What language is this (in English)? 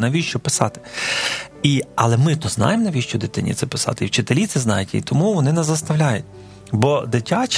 Ukrainian